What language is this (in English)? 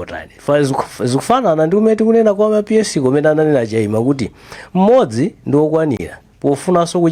Nyanja